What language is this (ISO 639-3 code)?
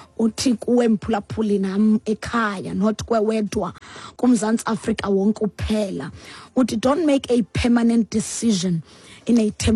xho